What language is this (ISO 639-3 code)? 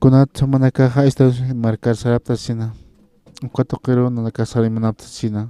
aym